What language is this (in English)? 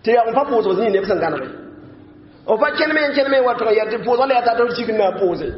Mossi